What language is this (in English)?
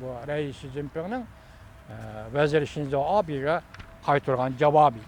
Uyghur